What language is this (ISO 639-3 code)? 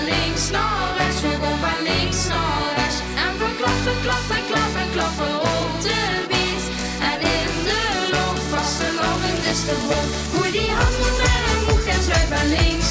lim